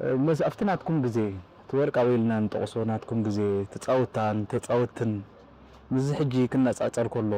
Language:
Tigrinya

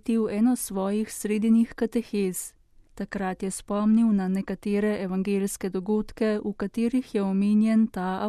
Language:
Slovenian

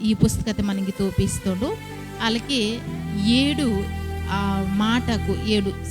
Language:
Koya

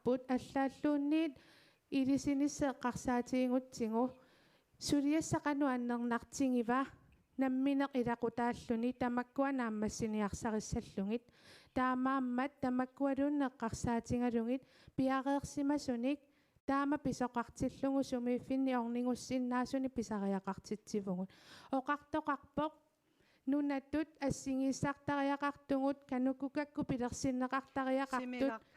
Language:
Kalaallisut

